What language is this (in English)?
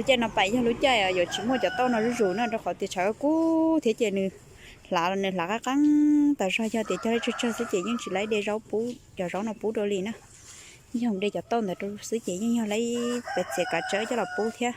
Hmong